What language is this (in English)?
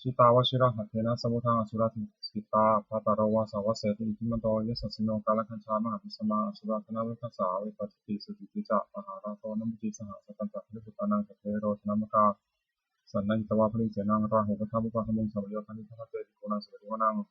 Pali